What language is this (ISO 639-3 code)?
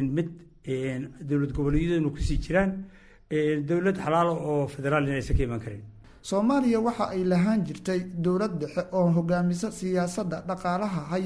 som